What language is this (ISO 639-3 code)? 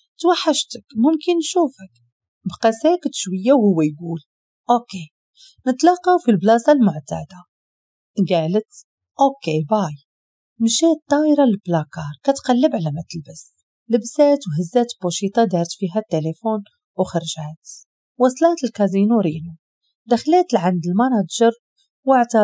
ary